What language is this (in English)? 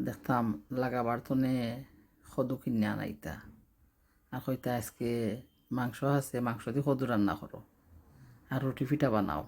Sylheti